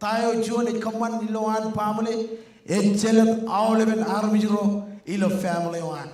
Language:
Marshallese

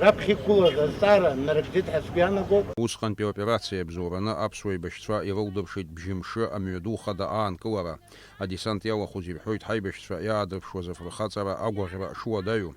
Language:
Abkhazian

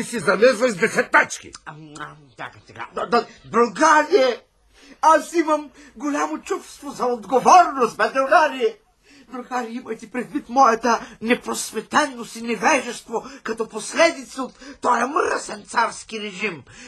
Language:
Bulgarian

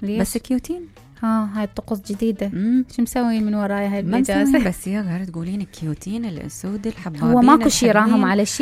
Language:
Mesopotamian Arabic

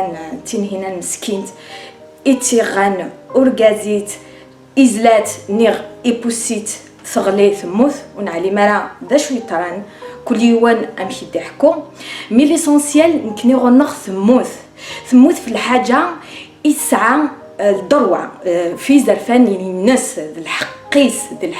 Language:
Kabyle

